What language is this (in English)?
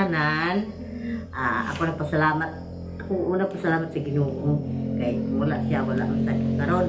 Cebuano